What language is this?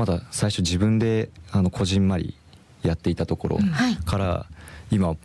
Japanese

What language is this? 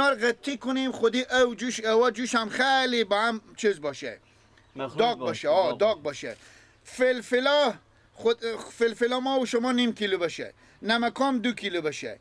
Persian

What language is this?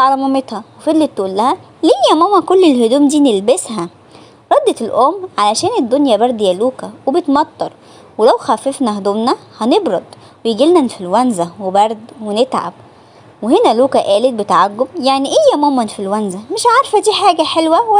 Egyptian Arabic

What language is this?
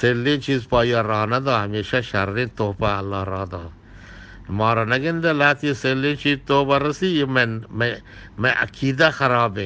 Eastern Balochi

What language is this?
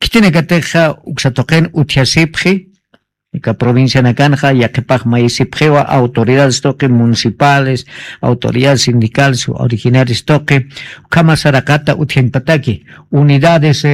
Aymara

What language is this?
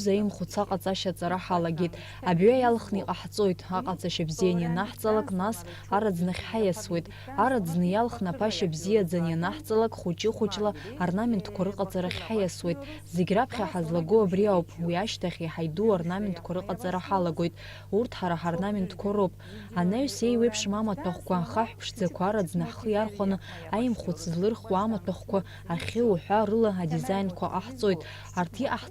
Abkhazian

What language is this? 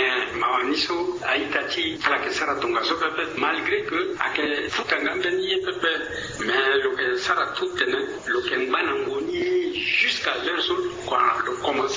Sango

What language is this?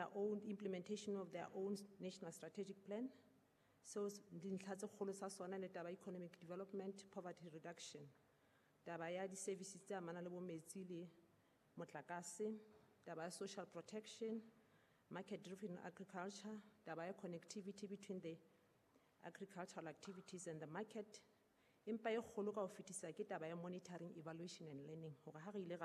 Southern Sotho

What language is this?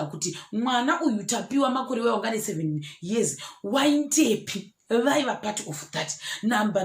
Shona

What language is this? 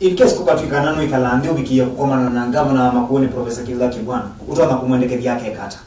Kamba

